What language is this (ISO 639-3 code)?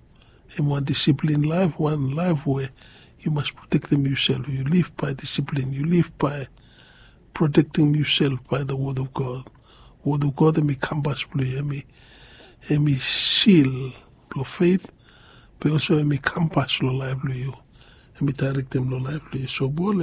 bis